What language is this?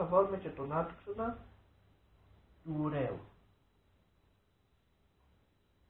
Greek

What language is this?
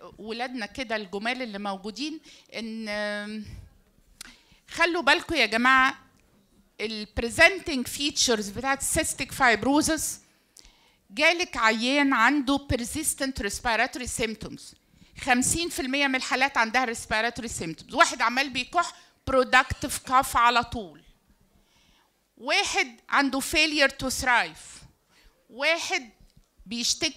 Egyptian Arabic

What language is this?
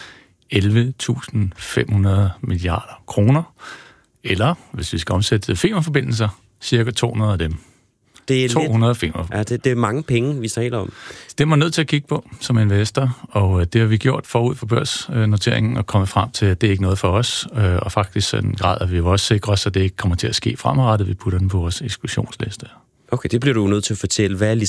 Danish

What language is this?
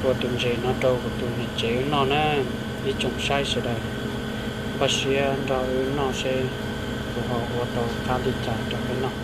Hmong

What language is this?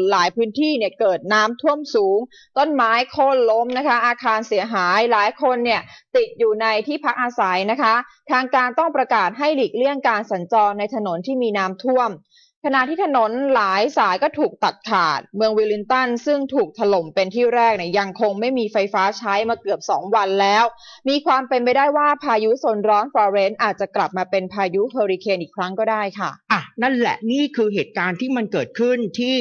Thai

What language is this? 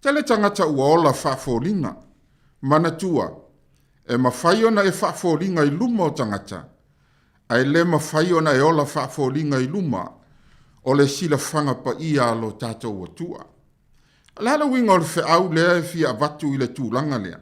Samoan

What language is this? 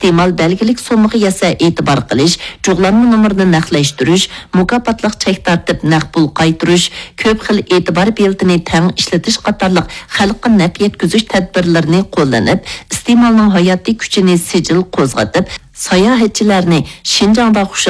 Uyghur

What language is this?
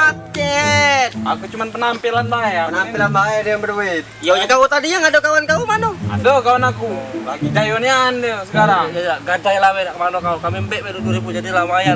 Musi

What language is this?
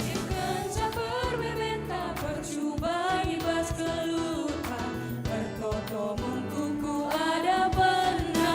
Batak Karo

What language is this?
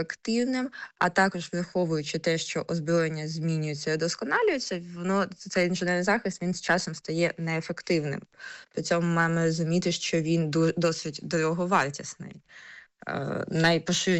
Ukrainian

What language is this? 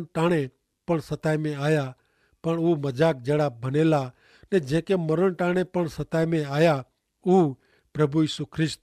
Kachhi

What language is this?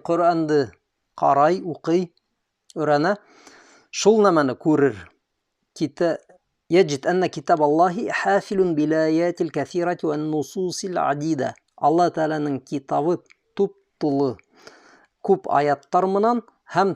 Bashkir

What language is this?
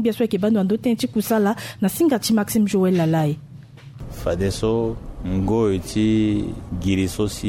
Sango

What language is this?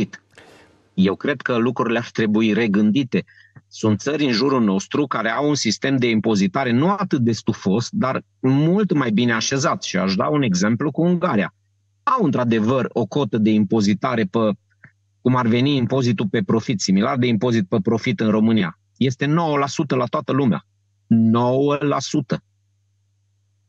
Romanian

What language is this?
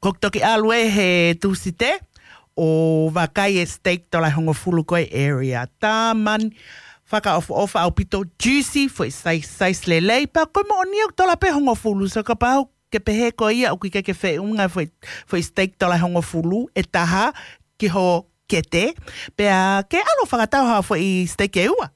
Tongan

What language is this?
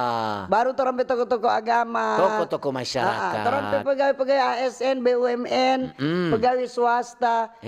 Manado Malay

